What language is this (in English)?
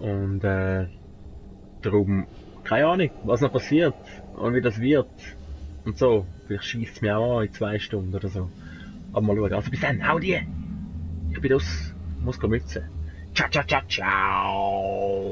Swiss German